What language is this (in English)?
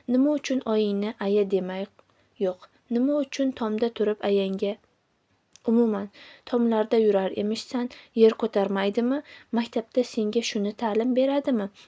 Uzbek